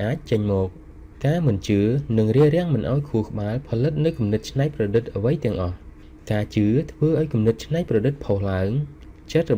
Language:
Khmer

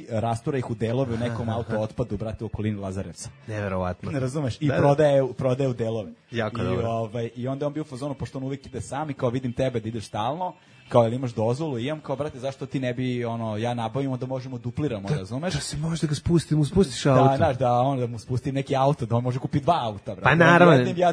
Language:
Serbian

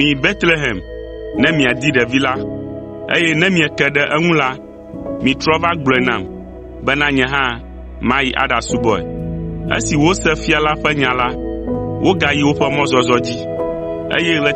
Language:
Ewe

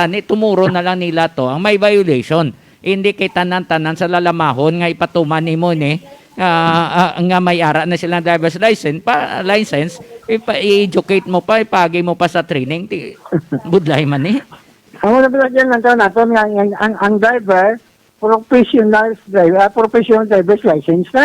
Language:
Hiligaynon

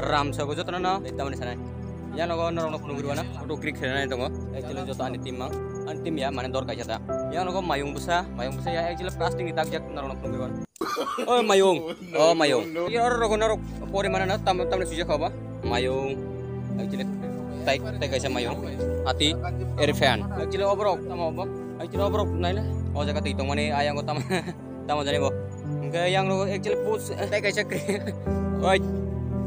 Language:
Kok Borok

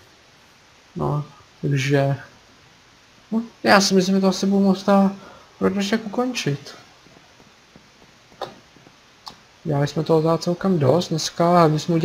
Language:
Czech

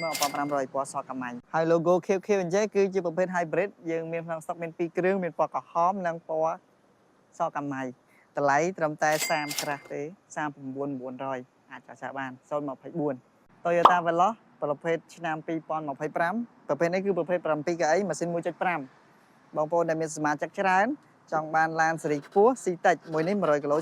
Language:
Khmer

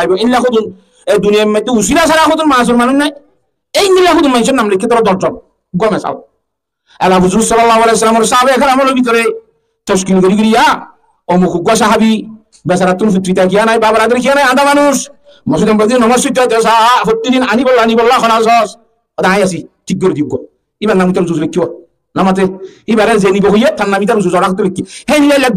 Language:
Rohingya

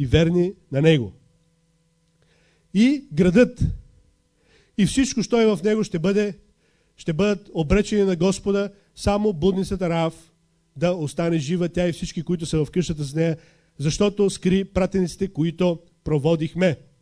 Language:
Bulgarian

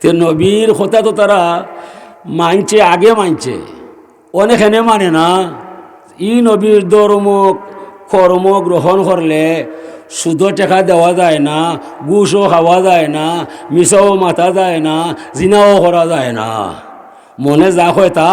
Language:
Sylheti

